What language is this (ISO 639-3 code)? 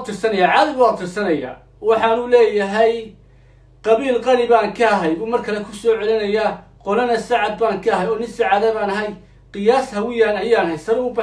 som